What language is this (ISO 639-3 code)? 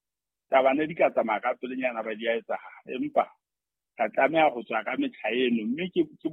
sot